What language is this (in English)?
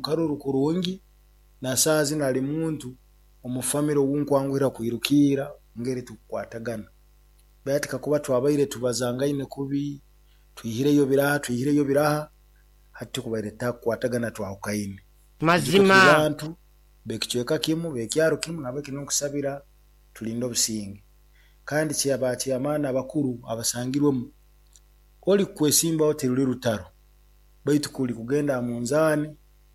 Nyoro